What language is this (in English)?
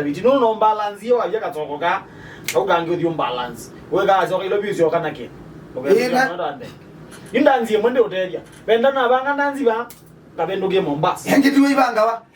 Kamba